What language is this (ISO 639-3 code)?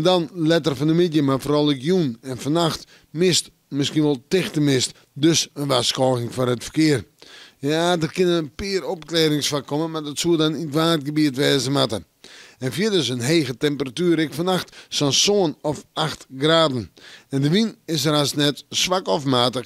fry